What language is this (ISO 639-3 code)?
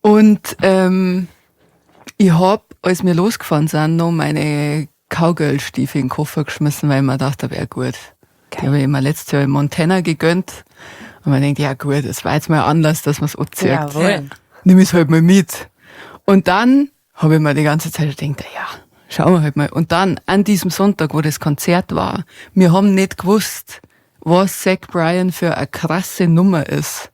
bar